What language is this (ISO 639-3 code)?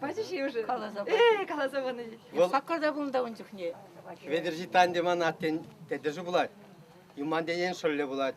chv